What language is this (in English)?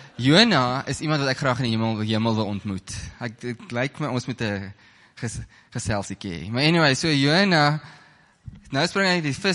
Afrikaans